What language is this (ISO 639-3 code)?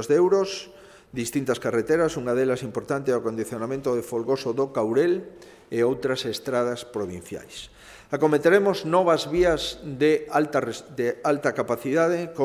glg